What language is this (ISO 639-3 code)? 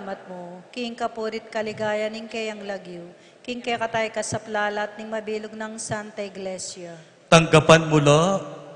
pam